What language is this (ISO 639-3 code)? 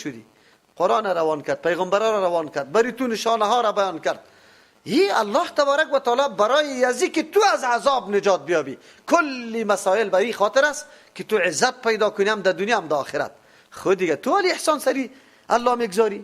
fas